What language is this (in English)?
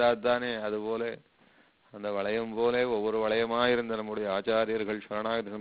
Tamil